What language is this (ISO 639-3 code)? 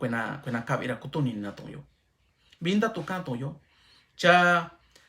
mix